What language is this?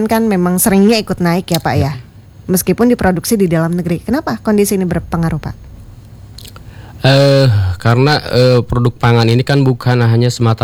Indonesian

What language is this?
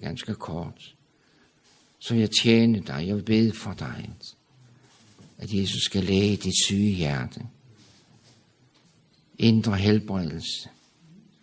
Danish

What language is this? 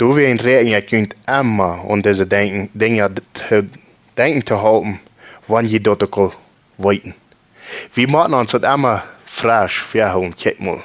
Plautdietsch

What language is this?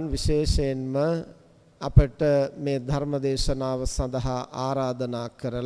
Sinhala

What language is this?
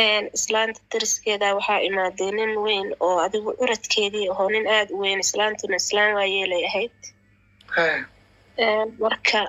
Somali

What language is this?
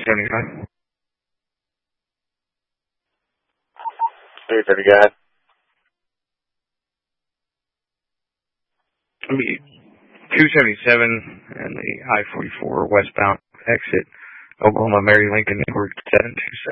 English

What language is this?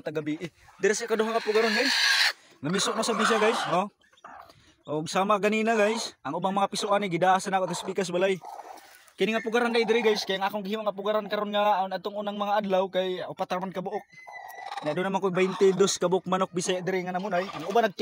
Cebuano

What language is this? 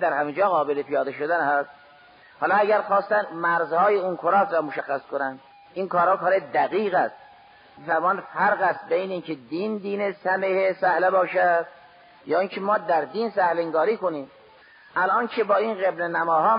Persian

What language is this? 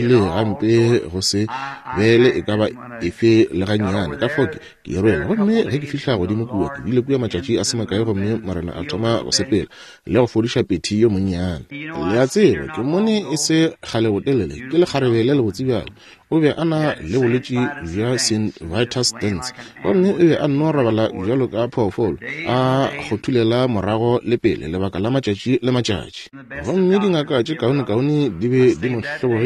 Northern Sotho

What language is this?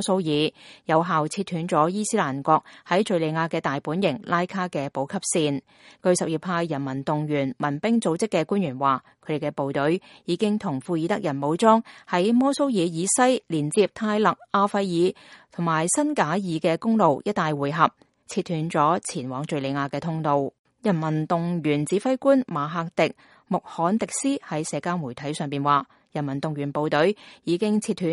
Cantonese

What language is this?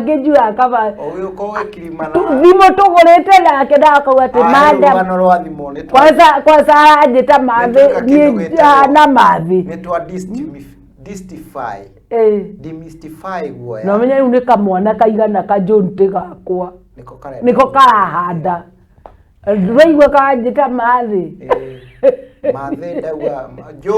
Kikuyu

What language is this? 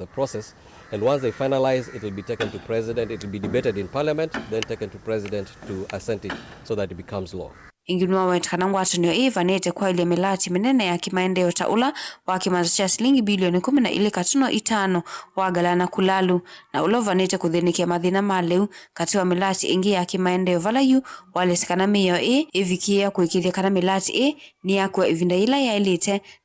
Kamba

